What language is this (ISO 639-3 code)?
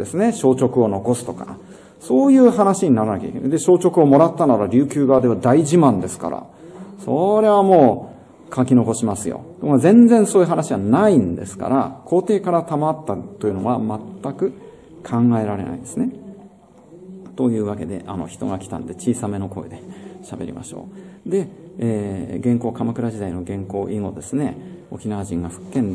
jpn